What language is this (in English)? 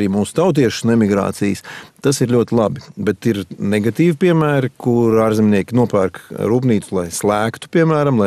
Latvian